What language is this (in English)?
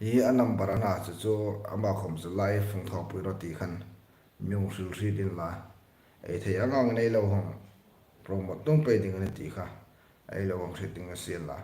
Hmar